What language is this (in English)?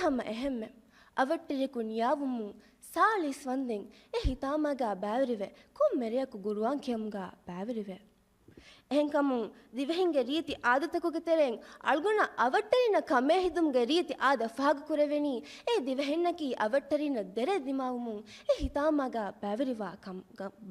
Divehi